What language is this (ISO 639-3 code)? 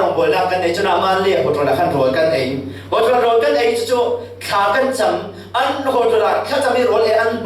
cfm